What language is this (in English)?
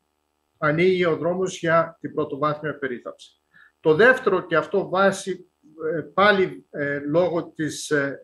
Greek